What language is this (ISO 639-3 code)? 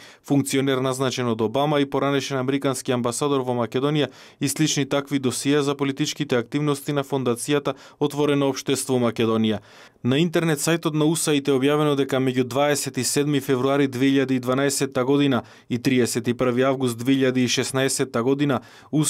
mkd